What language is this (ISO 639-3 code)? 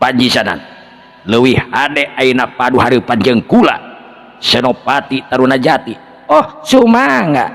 sun